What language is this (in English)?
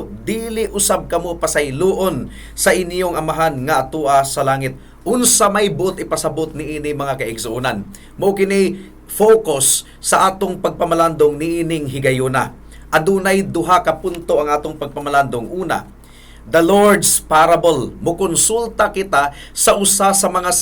Cebuano